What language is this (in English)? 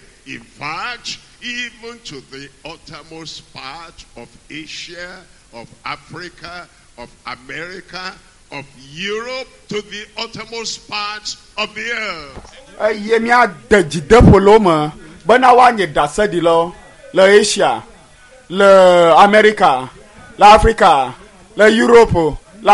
Ewe